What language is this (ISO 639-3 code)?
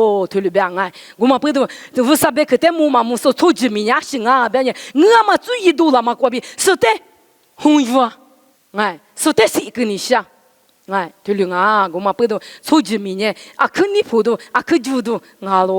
lis